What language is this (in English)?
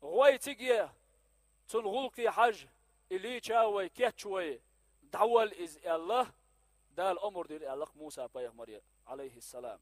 Chechen